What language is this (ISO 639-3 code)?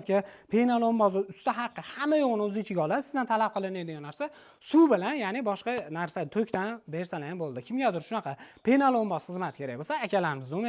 uzb